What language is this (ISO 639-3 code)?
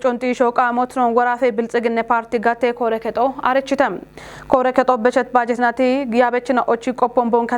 kbr